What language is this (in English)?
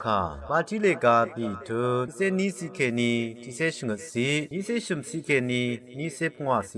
Rawang